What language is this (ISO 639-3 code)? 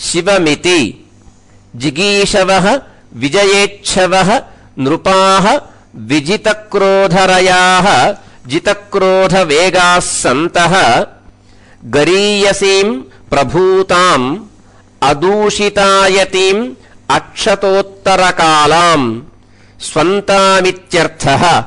san